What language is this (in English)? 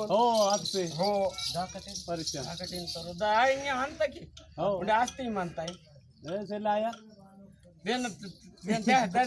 Adilabad Gondi